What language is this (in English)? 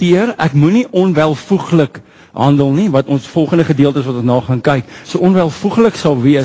Afrikaans